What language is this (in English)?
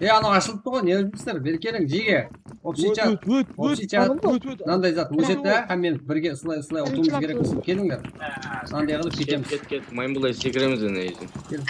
Kara-Kalpak